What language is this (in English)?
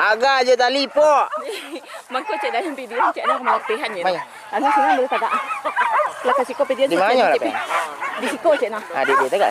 Minangkabau